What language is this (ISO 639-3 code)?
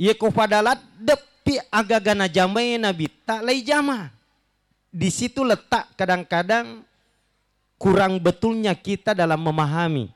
bug